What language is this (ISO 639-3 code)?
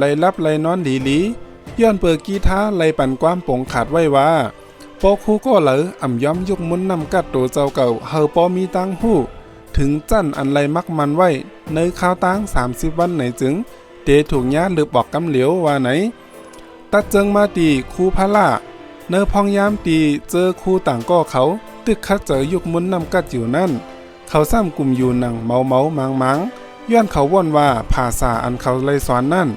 shn